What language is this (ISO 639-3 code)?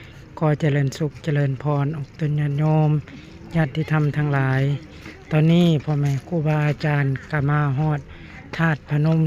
lao